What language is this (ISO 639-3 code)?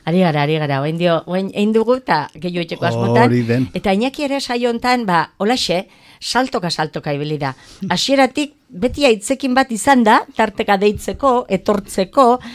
eus